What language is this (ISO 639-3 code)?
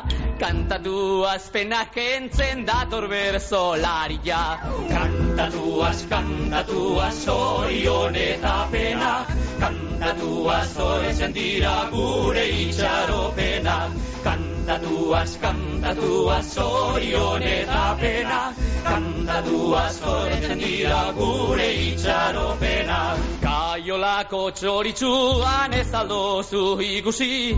eus